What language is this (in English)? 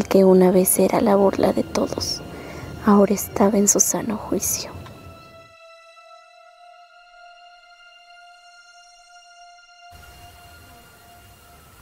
Spanish